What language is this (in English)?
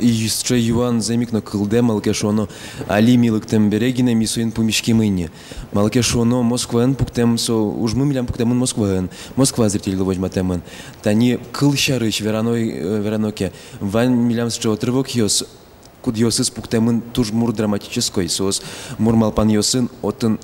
Udmurt